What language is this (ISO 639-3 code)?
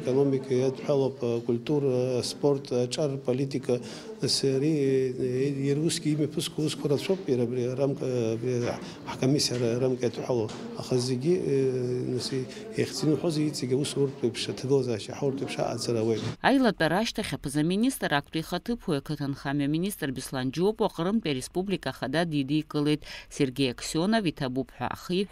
abk